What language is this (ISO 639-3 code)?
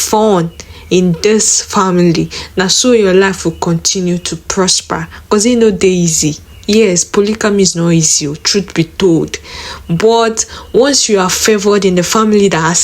pcm